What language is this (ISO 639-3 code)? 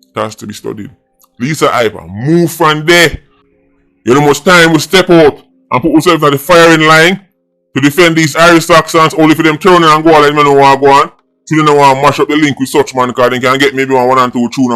jam